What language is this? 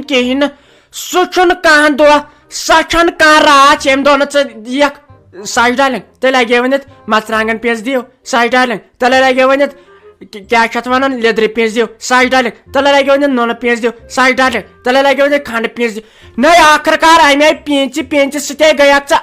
Kashmiri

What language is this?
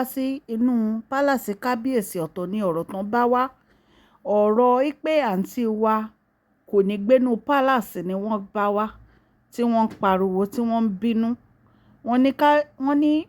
Yoruba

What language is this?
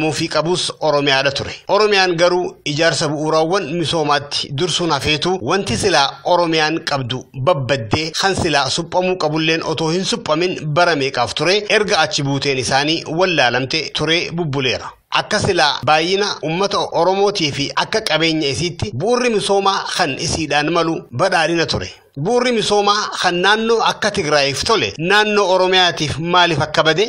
Oromo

